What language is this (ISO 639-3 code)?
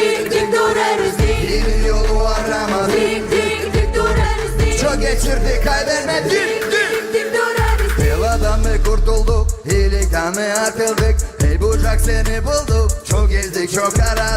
gag